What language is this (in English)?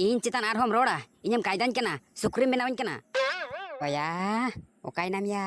Santali